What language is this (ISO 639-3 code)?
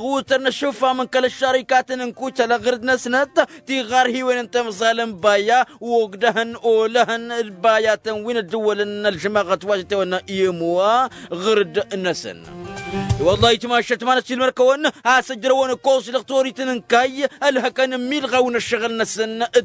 taq